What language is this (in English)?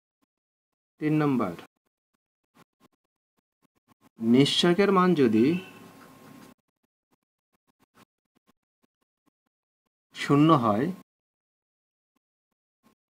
Bangla